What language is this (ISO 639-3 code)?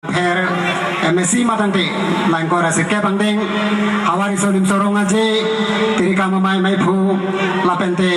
mjw